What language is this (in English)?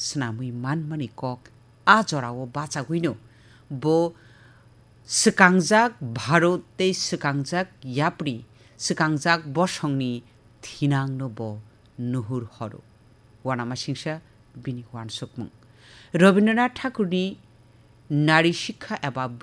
Kok Borok